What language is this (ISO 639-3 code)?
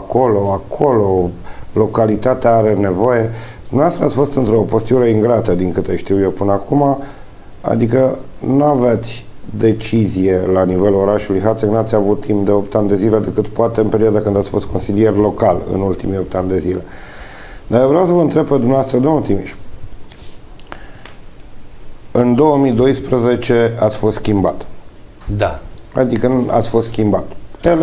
ron